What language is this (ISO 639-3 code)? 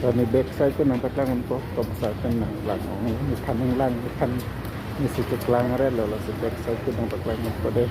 mjw